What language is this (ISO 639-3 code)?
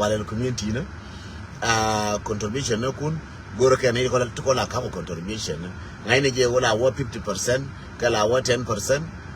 nus